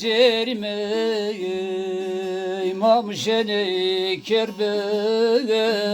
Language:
Zaza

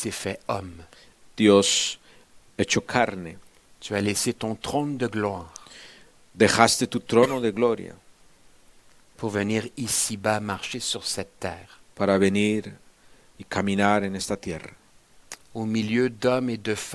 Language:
French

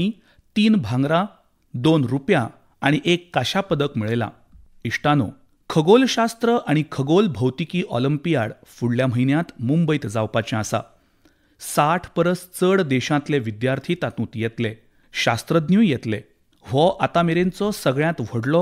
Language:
Konkani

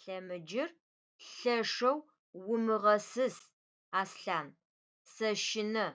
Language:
Adyghe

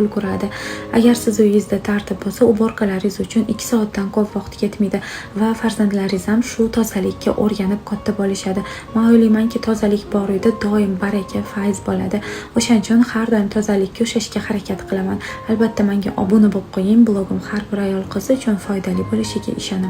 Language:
Uzbek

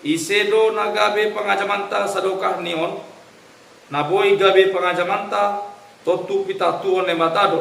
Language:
Batak Simalungun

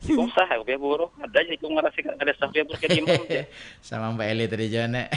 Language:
Banjar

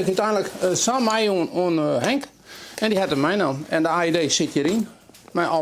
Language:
Western Frisian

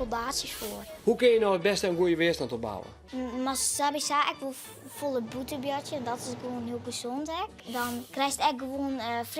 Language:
Western Frisian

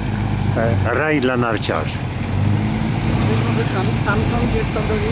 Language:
Polish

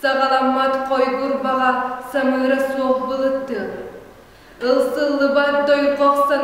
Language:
Yakut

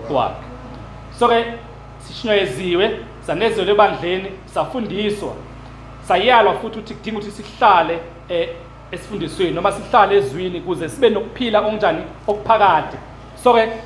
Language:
Zulu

